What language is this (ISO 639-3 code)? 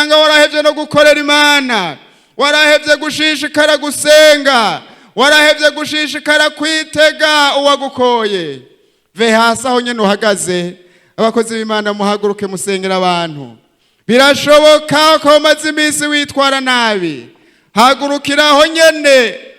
run